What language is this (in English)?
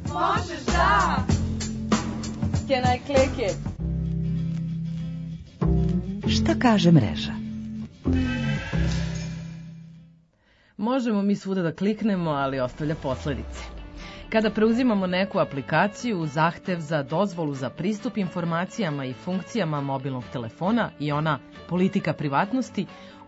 Serbian